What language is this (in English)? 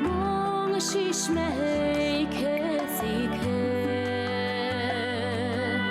Bashkir